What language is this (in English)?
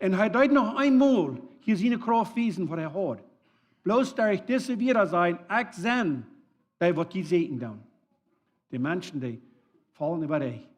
Plautdietsch